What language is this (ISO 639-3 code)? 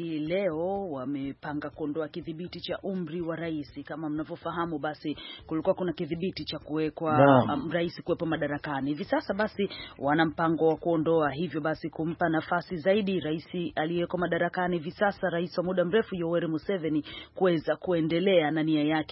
swa